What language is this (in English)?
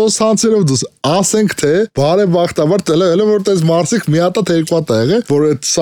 Armenian